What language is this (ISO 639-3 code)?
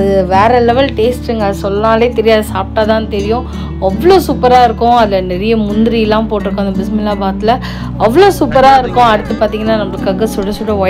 tam